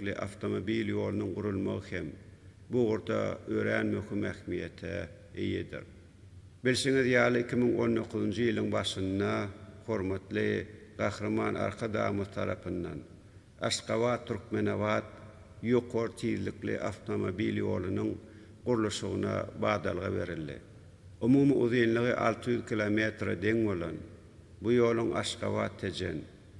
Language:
Turkmen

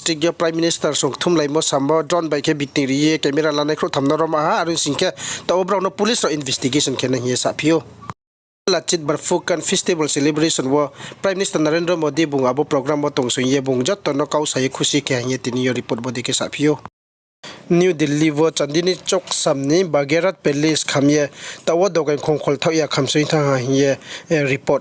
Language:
Riang (India)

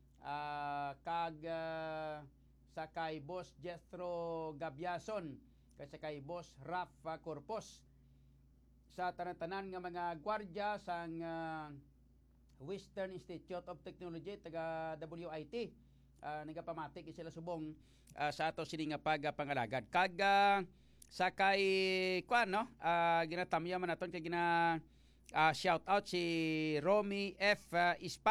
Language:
Hiligaynon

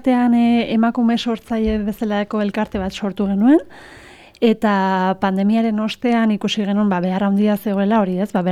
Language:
Basque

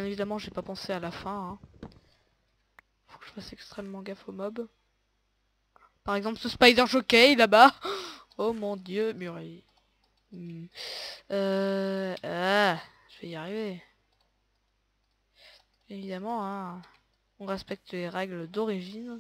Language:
French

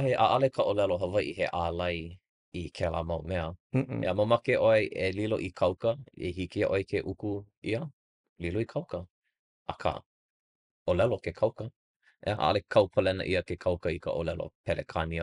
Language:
Hawaiian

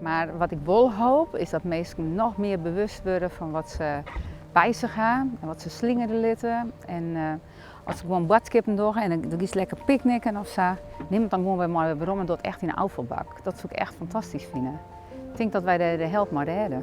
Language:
Western Frisian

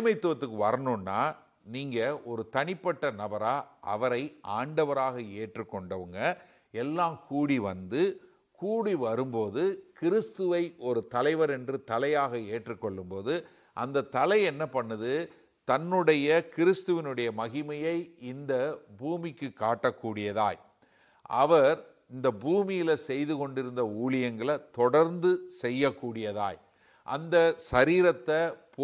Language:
Tamil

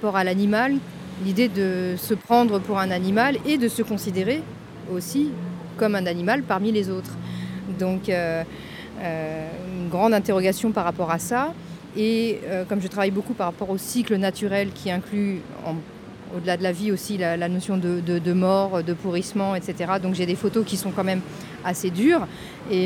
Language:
French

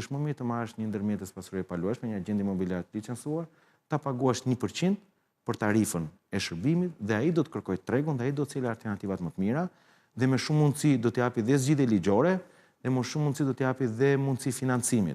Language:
Albanian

